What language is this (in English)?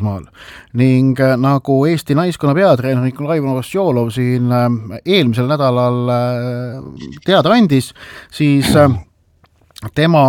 Estonian